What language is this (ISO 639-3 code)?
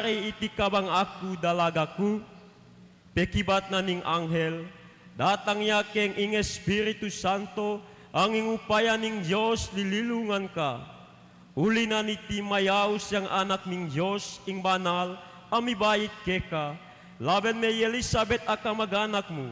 pam